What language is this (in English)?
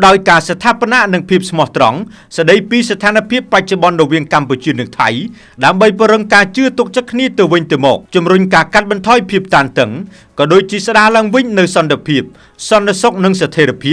Khmer